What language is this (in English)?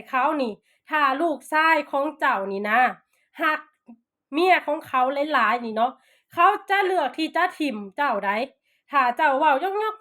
Lao